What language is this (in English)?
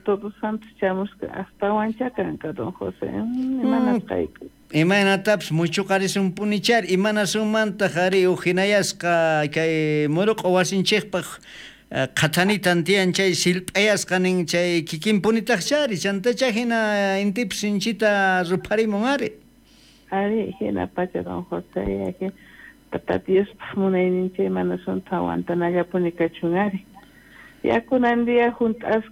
South Bolivian Quechua